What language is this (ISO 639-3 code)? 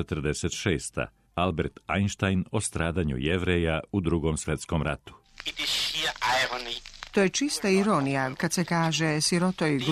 srp